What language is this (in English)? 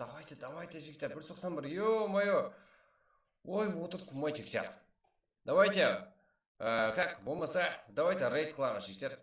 Kara-Kalpak